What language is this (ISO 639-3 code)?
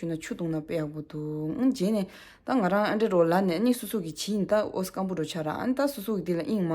bod